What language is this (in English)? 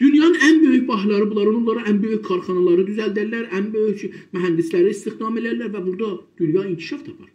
South Azerbaijani